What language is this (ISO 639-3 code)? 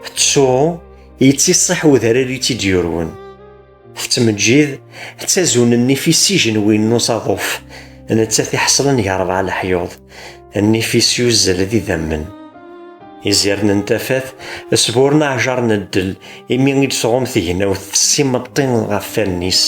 kab